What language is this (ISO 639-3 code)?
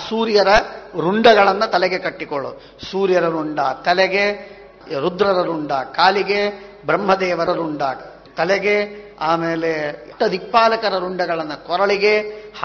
kan